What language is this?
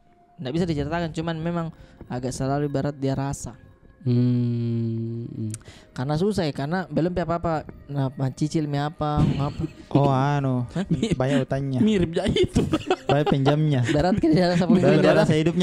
Makassar Malay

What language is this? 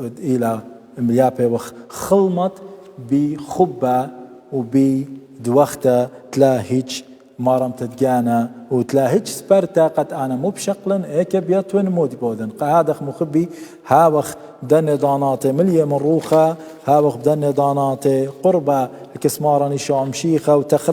Assyrian Neo-Aramaic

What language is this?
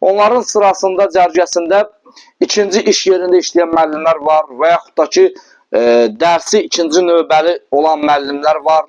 Azerbaijani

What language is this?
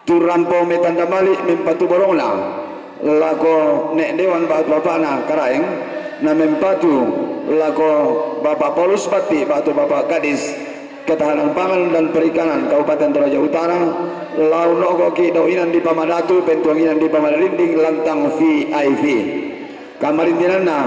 Toraja-Sa'dan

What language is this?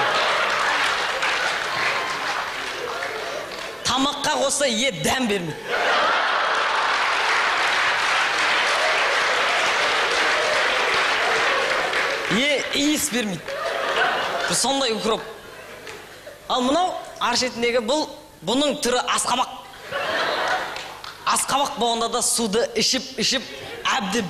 Kazakh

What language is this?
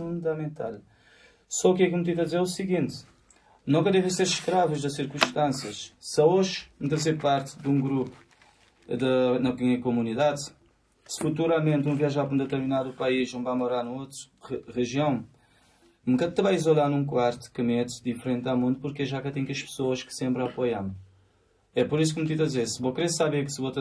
Kabuverdianu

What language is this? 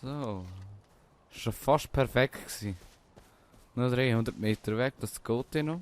Swiss German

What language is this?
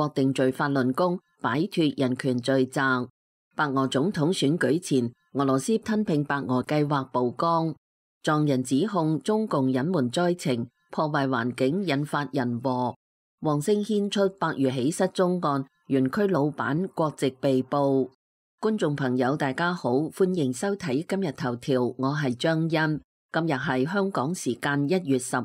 Cantonese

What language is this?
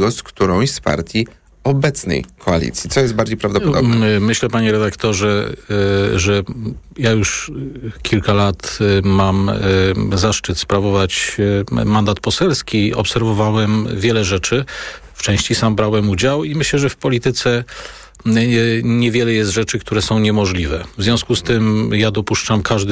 Polish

